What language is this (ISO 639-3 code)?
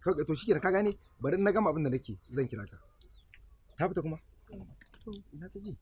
hau